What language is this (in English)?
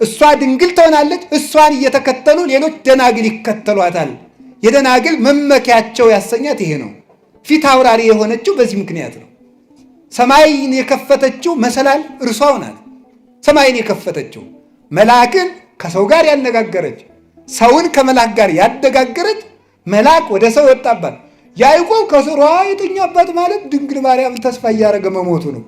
Amharic